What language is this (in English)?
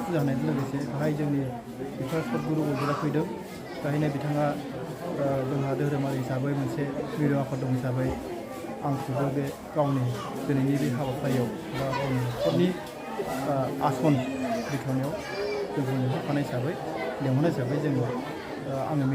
Bodo